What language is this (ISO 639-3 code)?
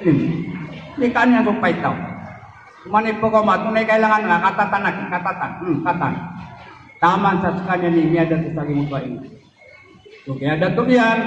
mrw